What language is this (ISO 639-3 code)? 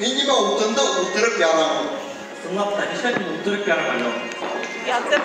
bak